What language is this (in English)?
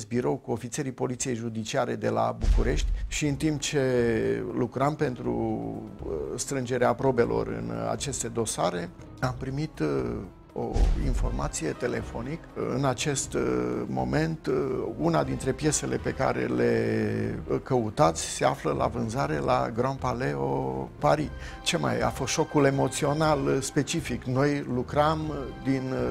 Romanian